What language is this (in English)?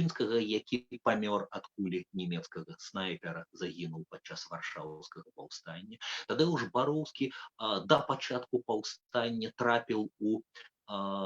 Belarusian